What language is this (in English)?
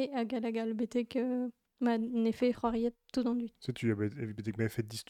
Breton